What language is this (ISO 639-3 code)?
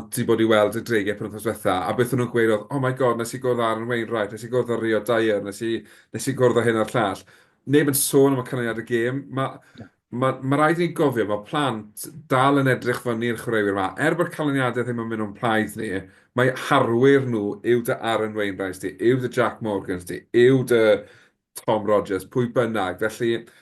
cym